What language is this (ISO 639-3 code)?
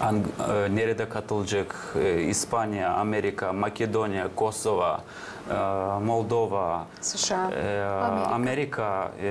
gag